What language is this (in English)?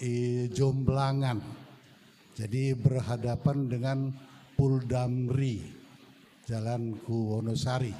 Batak Karo